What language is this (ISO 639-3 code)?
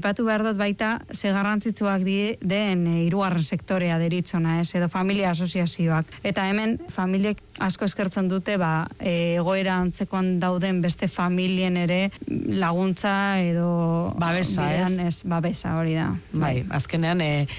eus